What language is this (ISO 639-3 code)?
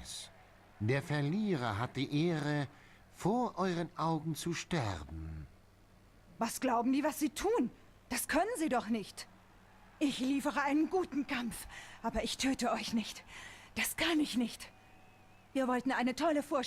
gsw